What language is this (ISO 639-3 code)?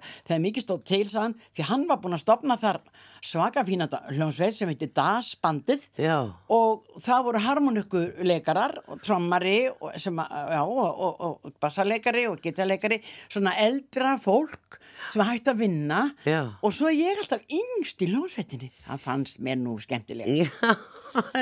isl